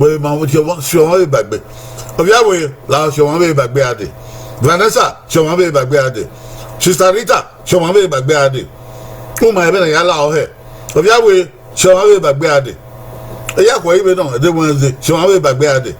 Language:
Bini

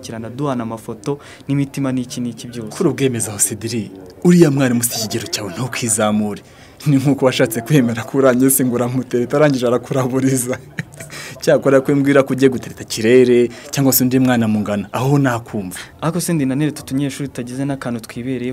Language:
Kinyarwanda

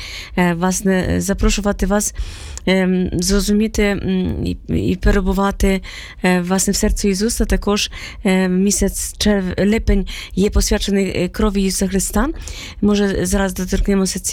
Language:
Ukrainian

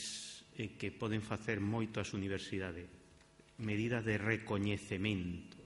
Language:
Galician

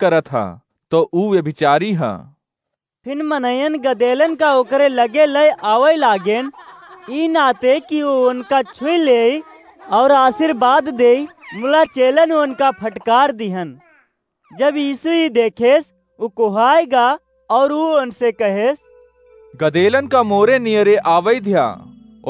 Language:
Awadhi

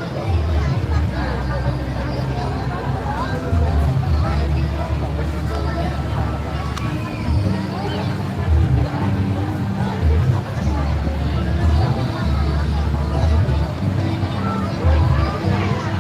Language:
Banjar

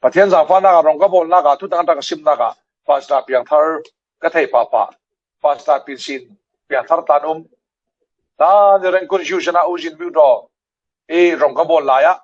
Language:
Falam Chin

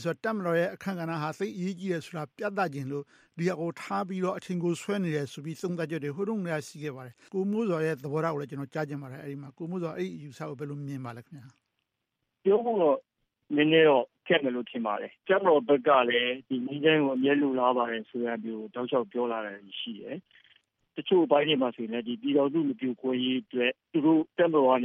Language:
Burmese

